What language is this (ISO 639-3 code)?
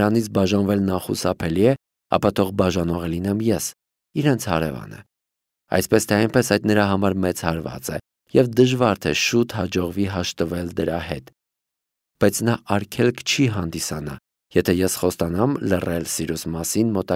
hye